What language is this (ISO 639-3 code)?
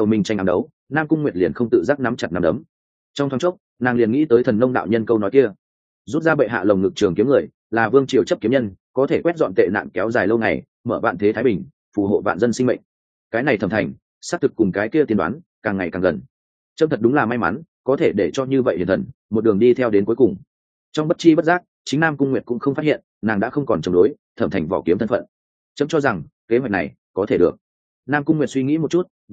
vie